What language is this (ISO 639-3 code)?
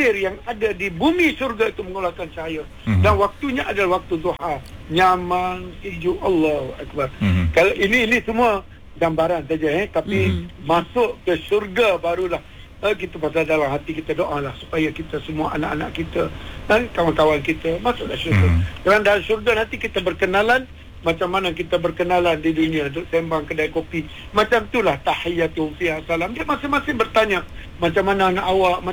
msa